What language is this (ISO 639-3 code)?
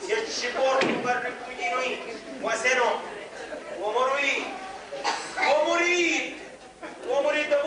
scn